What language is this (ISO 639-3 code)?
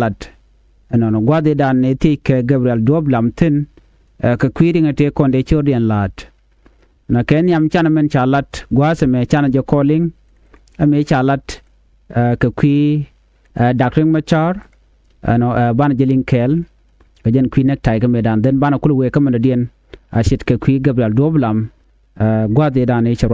nus